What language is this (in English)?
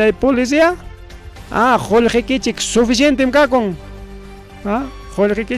Ayacucho Quechua